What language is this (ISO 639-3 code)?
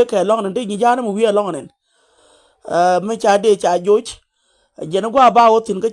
nus